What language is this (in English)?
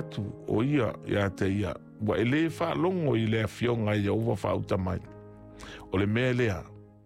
Samoan